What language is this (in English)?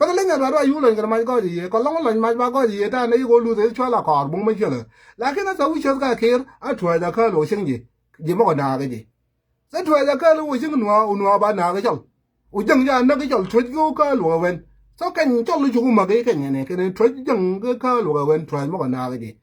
Nuer